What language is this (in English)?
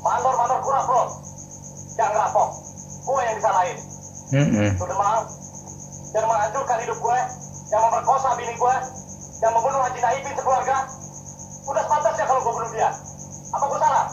Betawi